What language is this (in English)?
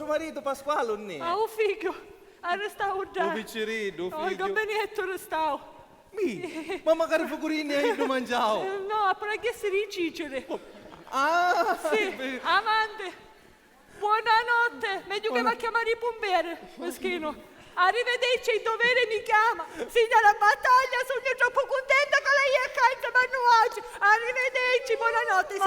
Sicilian